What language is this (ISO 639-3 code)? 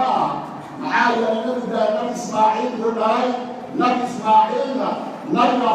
som